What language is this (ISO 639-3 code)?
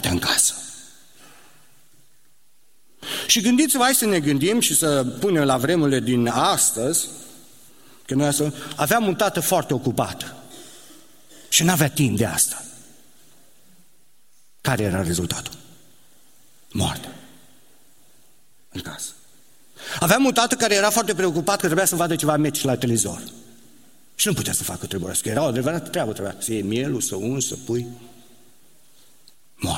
ron